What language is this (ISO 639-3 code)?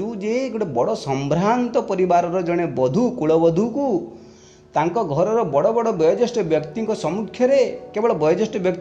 ori